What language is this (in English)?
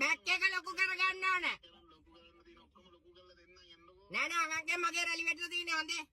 Sinhala